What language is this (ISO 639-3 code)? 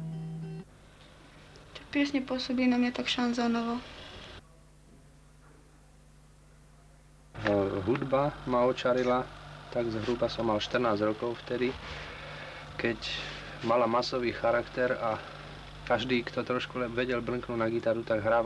slk